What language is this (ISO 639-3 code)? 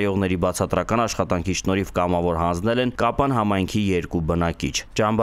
hye